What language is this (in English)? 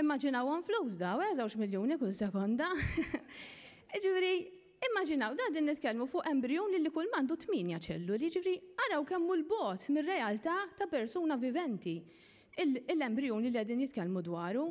Maltese